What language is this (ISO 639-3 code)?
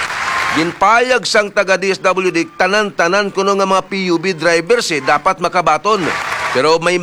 hil